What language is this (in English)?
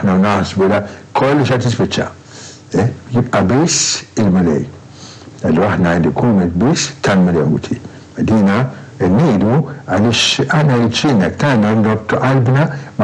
Maltese